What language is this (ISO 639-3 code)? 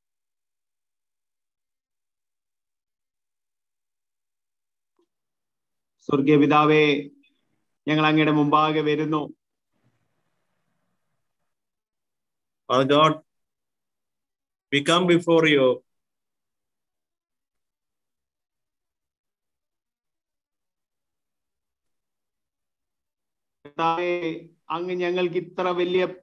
mal